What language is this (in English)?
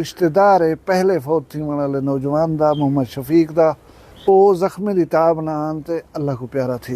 Saraiki